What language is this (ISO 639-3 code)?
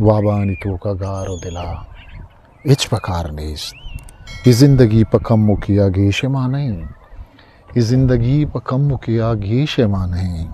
bgp